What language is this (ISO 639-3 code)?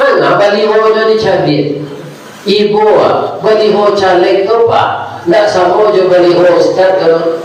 min